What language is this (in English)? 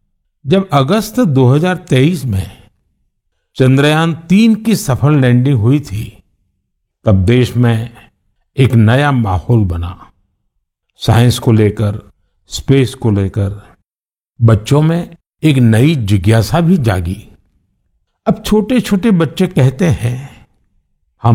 Hindi